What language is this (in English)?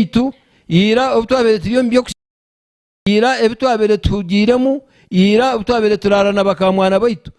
Nyankole